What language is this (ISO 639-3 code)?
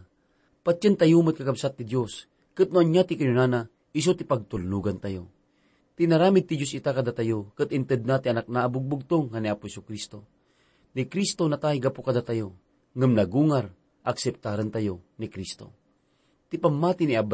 ilo